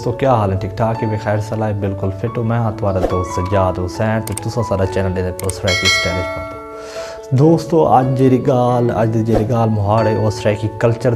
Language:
Saraiki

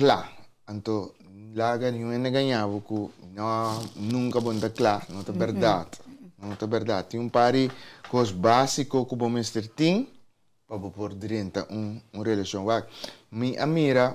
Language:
Papiamento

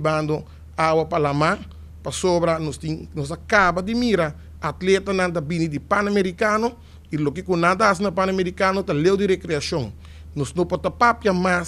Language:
Papiamento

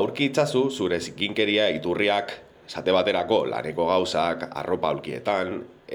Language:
Basque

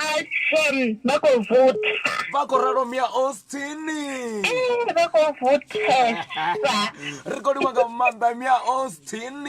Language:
Venda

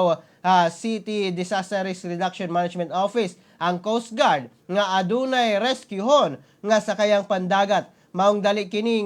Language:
Cebuano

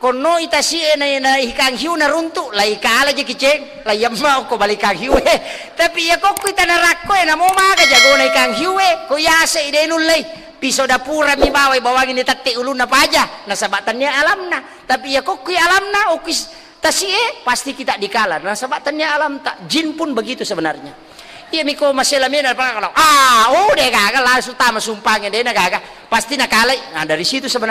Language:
Buginese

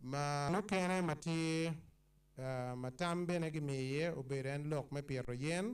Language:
Acoli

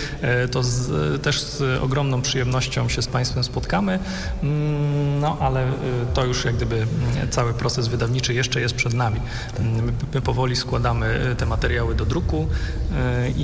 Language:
Polish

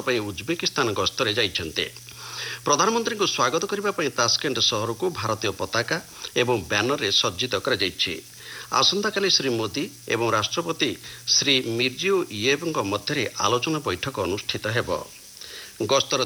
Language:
Odia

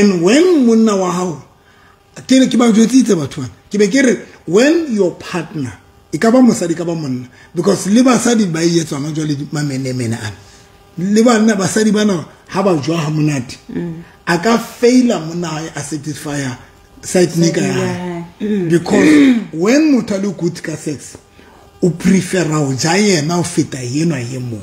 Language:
Southern Sotho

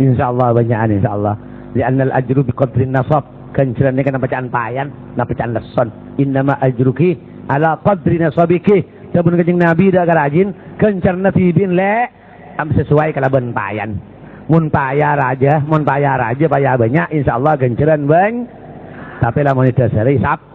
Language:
Madurese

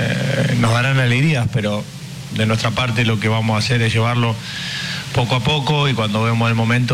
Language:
Spanish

